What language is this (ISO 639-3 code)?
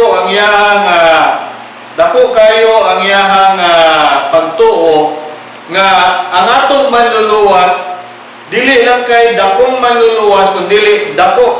ceb